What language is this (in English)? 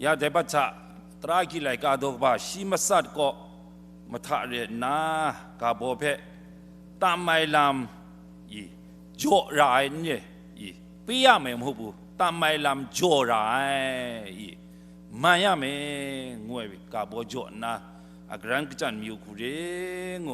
Kachin